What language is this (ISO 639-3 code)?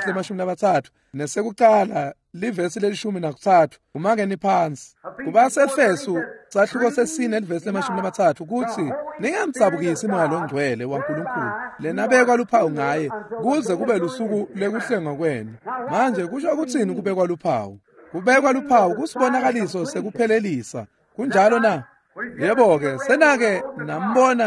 ssw